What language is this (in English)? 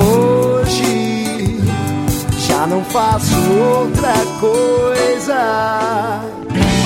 Portuguese